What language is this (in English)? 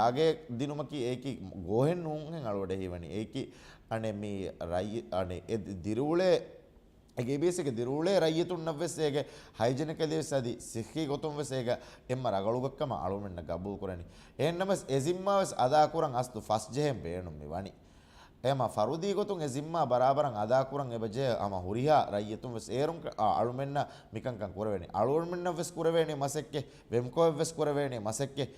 Divehi